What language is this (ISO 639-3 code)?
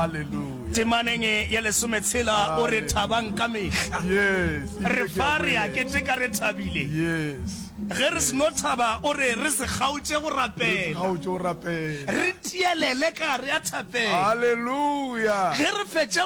nso